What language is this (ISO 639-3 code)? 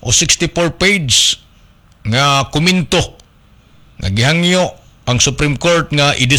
ceb